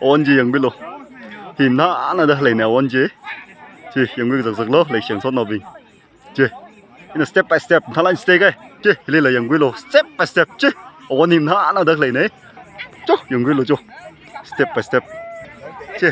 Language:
Tangkhul Naga (India)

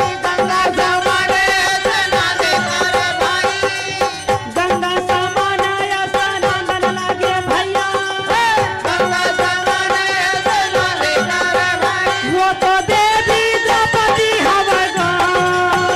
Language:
Chhattisgarhi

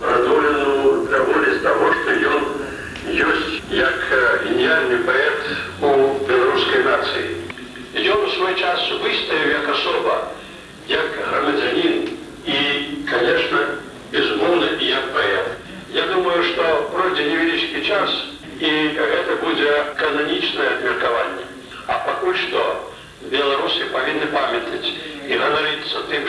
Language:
Belarusian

